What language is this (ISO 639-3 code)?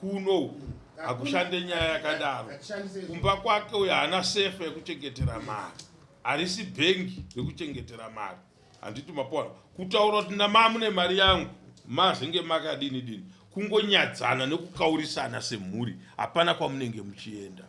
sna